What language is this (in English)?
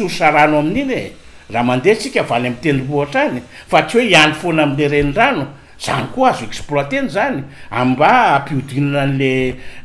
Malagasy